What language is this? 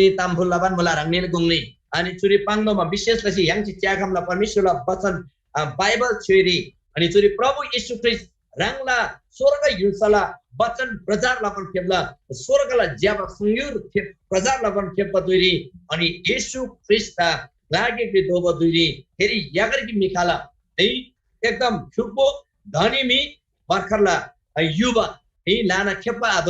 Eastern Tamang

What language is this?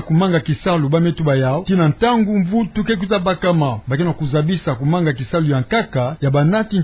Kituba (Democratic Republic of Congo)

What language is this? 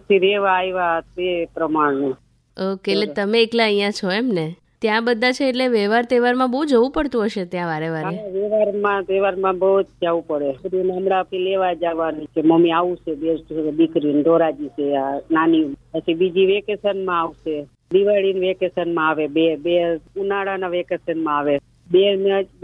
Gujarati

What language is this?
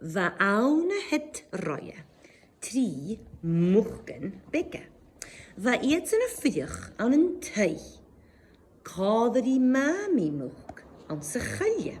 Scottish Gaelic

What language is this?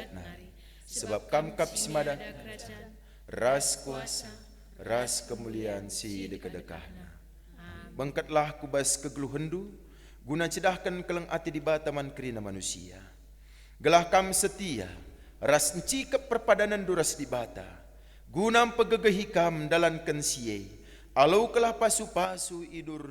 Batak Karo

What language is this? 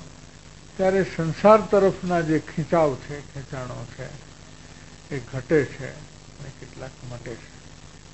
Gujarati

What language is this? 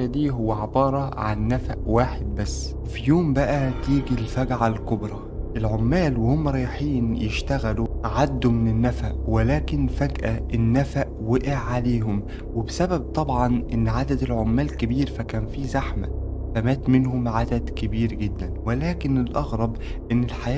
Egyptian Arabic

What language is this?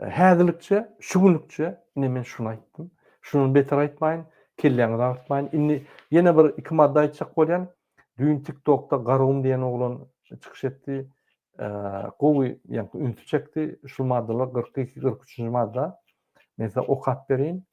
Turkmen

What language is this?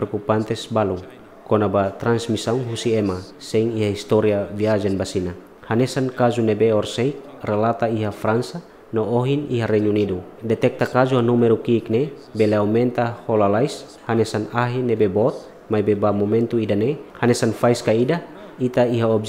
Tetum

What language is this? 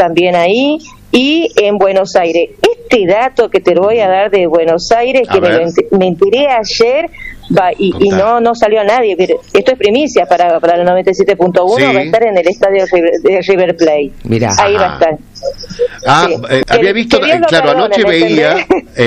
Spanish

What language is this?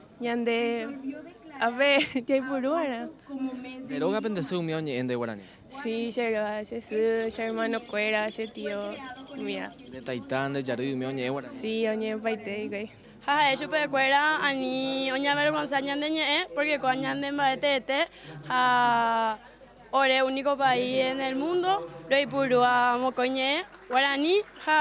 Guarani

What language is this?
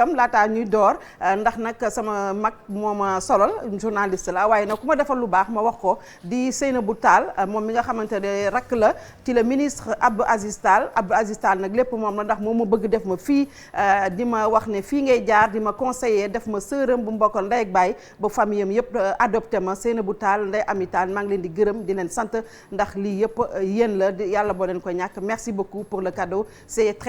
Wolof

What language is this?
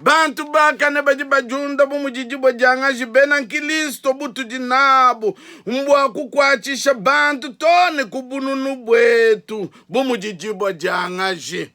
Luba-Lulua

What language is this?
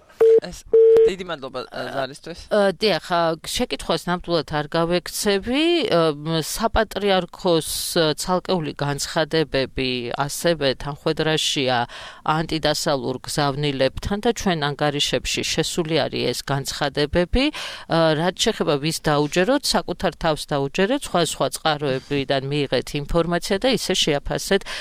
Georgian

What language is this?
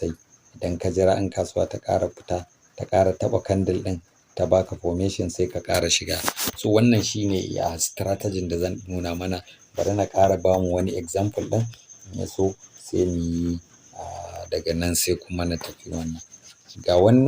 Hausa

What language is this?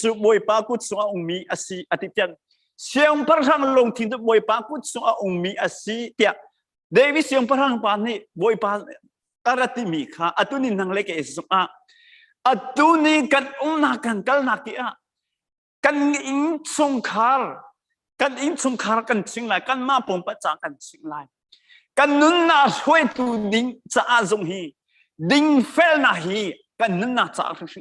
Hakha Chin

